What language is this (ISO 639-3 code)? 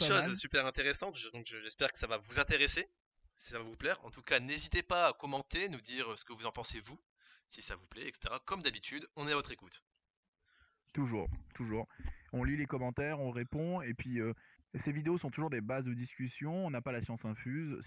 fra